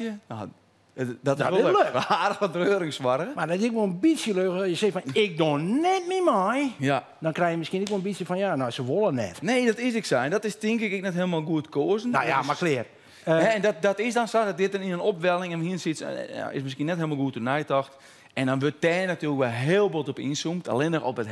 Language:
Western Frisian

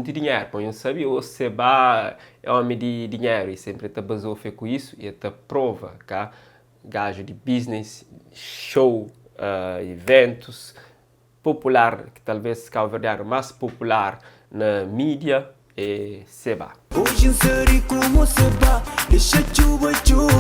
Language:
Kabuverdianu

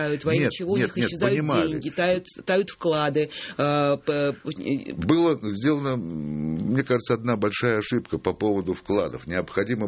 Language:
Russian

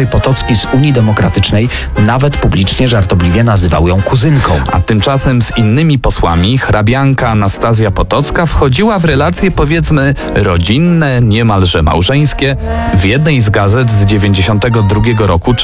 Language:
Polish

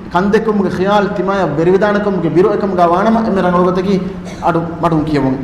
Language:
Divehi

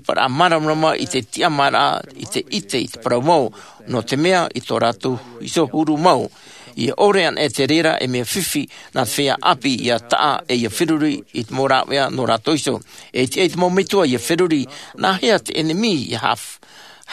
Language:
Tahitian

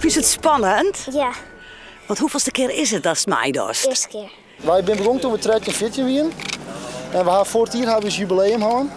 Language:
Western Frisian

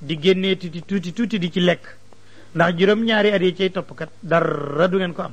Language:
Wolof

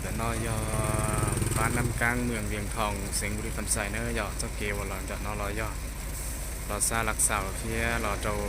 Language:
Hmong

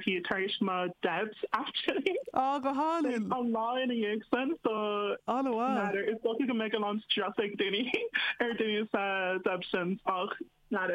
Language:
Irish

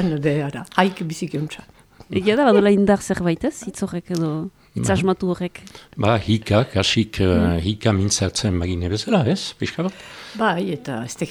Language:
Basque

